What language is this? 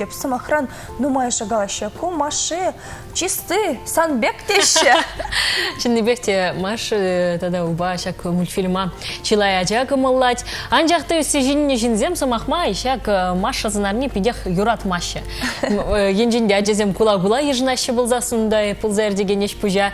Chuvash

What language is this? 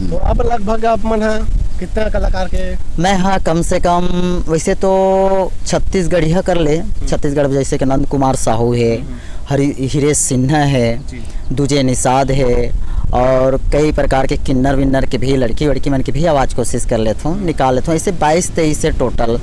Chhattisgarhi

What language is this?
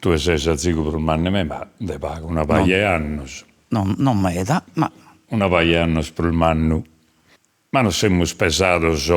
Sardinian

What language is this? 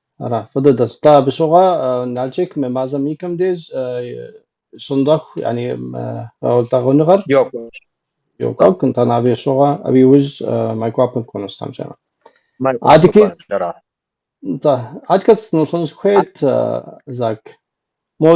Kabardian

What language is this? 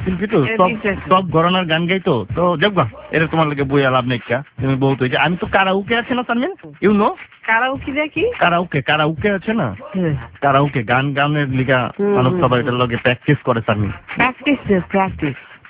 Bangla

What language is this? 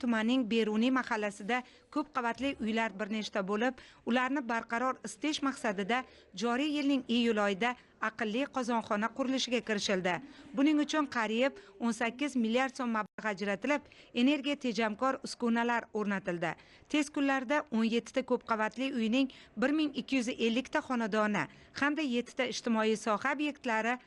Uzbek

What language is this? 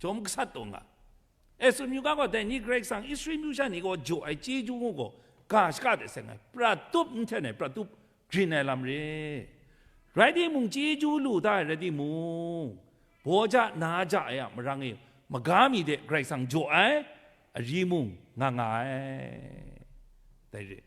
Kachin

